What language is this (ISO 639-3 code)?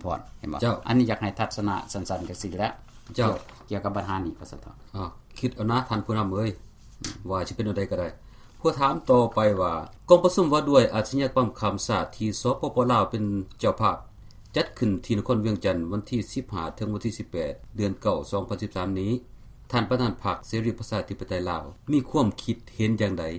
lao